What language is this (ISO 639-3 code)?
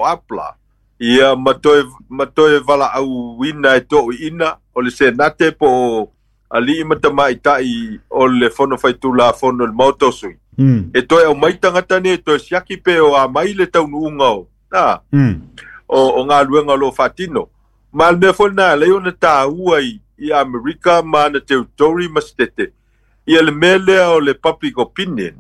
smo